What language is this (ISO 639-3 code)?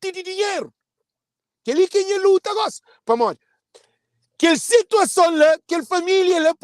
kea